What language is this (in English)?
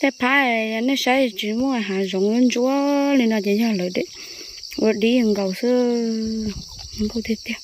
Hmong